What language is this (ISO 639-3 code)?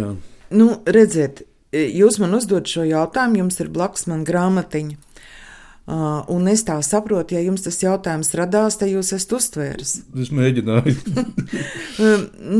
lav